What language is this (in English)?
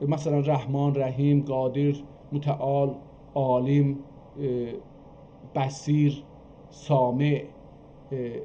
South Azerbaijani